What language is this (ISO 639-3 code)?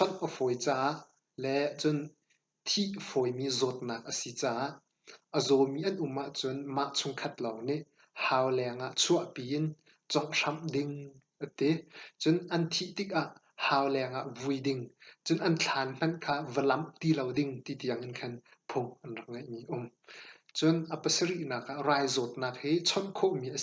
cnh